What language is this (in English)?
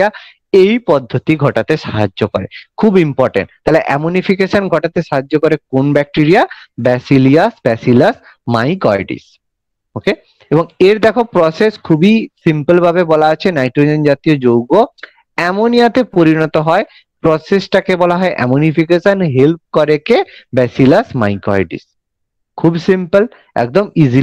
Bangla